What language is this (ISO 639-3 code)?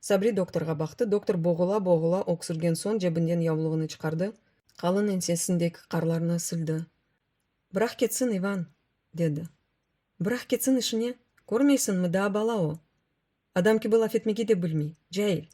crh